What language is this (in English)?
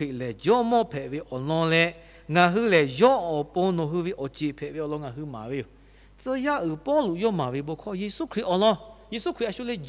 Lahu